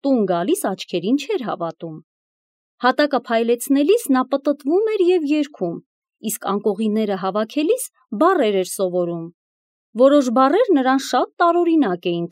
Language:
Armenian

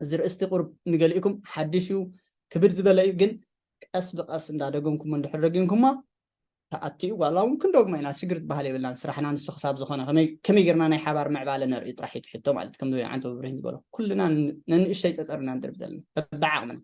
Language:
Tigrinya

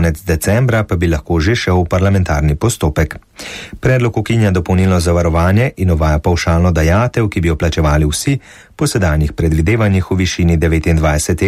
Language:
Slovenian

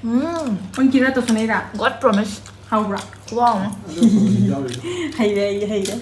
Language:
Manipuri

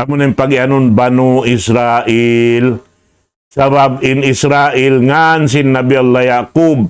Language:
Tausug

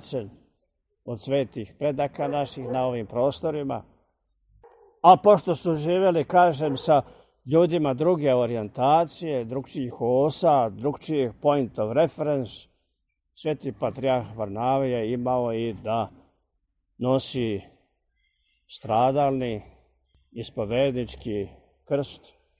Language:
Serbian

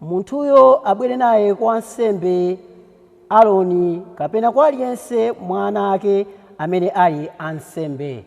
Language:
Nyanja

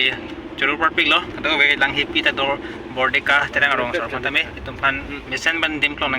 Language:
Karbi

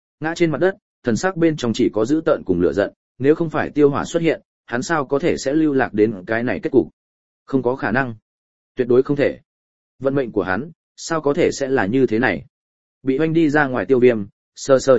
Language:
Vietnamese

